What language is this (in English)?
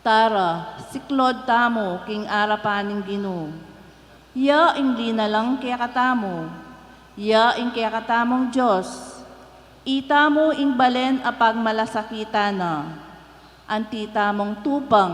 Pampanga